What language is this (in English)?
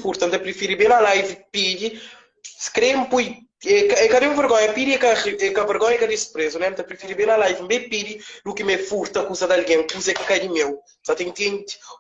Kabuverdianu